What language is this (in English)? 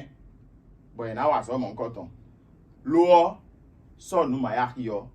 Fon